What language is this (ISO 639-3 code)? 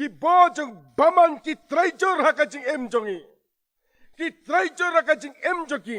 kha